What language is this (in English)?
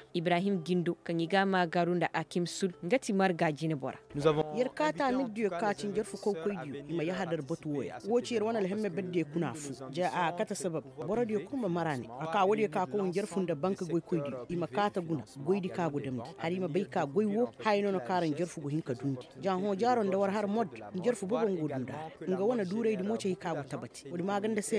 Koyraboro Senni